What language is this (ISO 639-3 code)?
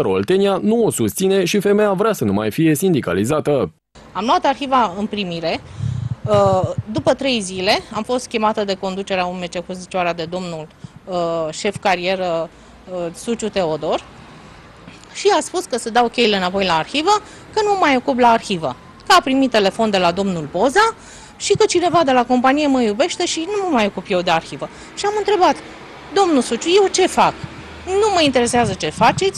ron